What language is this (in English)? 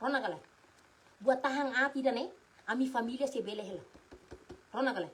Tetum